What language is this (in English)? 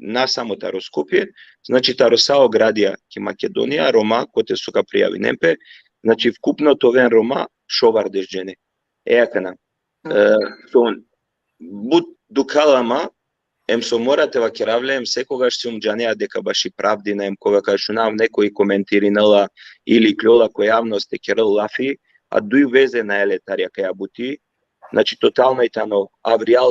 Balkan Romani